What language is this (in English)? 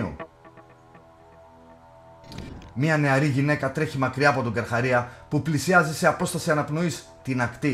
Greek